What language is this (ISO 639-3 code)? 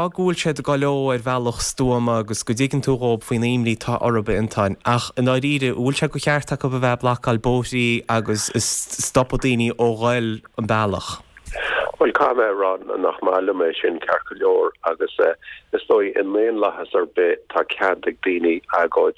gle